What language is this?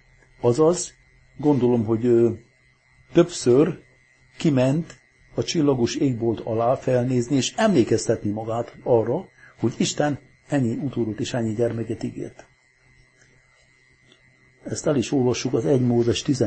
Hungarian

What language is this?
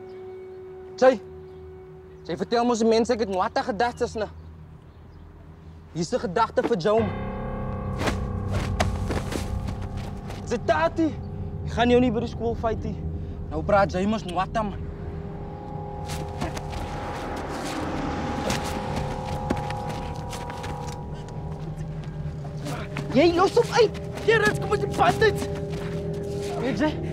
Afrikaans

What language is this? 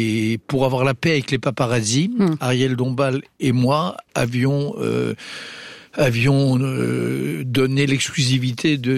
French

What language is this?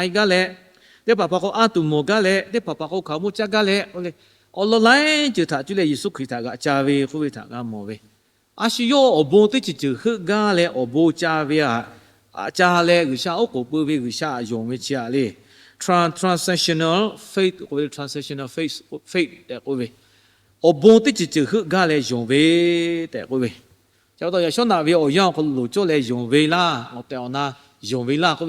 Lahu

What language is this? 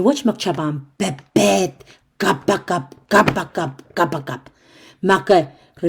Pohnpeian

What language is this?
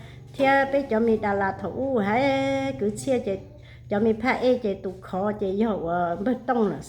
Hmong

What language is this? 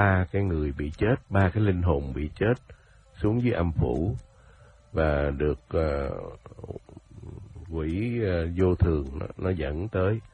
Vietnamese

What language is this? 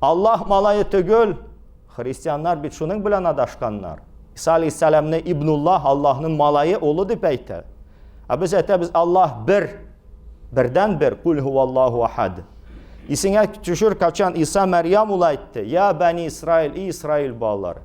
Tatar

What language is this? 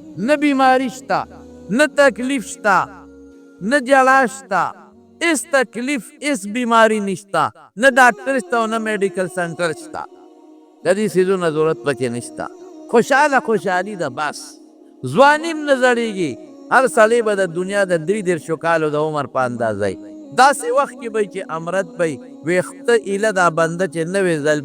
Pashto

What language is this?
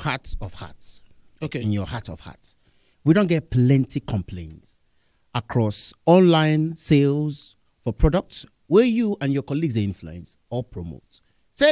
Nigerian Pidgin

